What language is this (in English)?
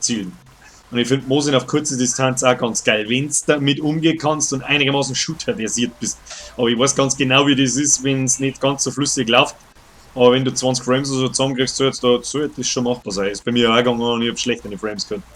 Bavarian